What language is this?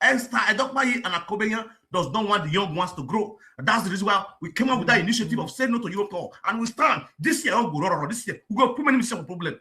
Nigerian Pidgin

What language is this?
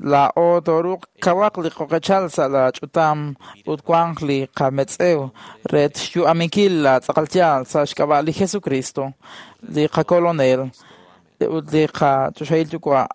Kekchí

